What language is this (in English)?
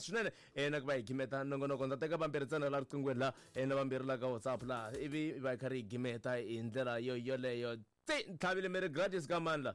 Tsonga